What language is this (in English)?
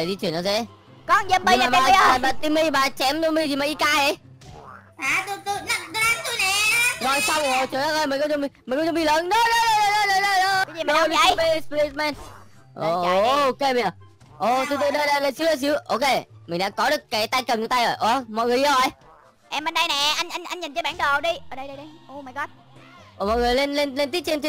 Vietnamese